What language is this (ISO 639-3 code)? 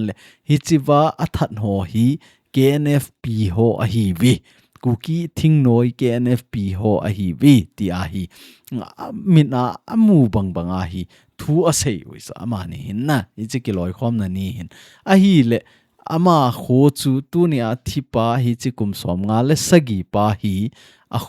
tcz